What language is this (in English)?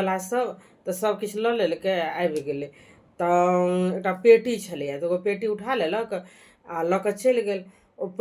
Maithili